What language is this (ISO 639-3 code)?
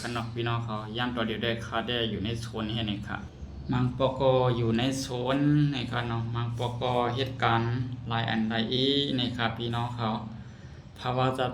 shn